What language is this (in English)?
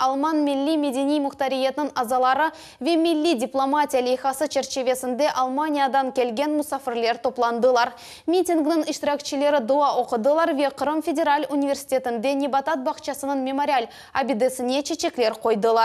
Crimean Tatar